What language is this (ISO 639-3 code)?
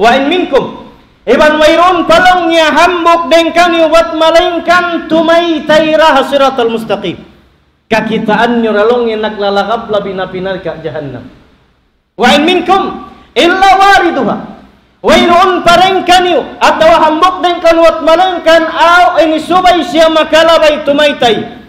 tsg